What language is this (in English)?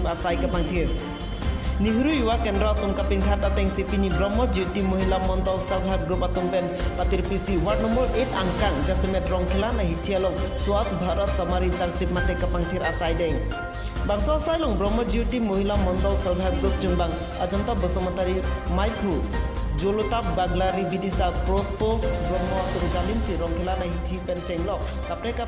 Karbi